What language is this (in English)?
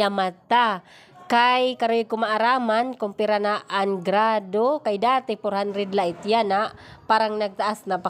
Waray